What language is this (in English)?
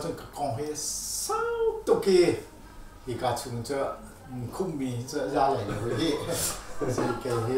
Hakha Chin